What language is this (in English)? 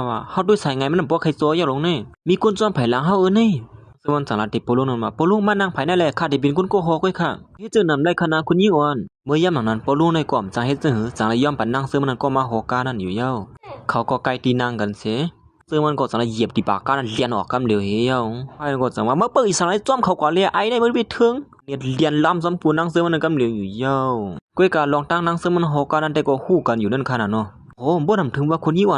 Shan